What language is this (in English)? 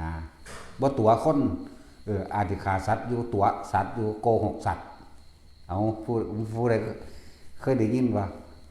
Lao